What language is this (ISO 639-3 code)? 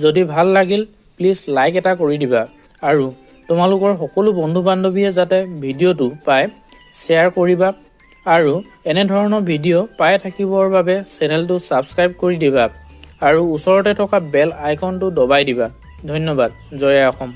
asm